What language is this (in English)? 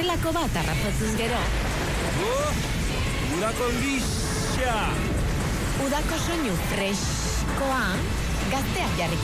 Basque